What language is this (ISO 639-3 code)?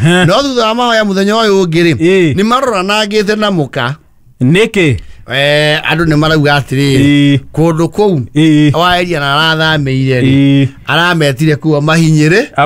kik